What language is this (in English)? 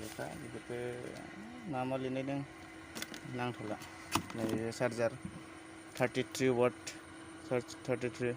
Bodo